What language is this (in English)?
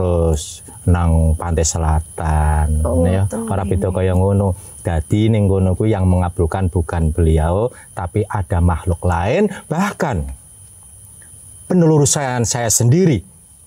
Javanese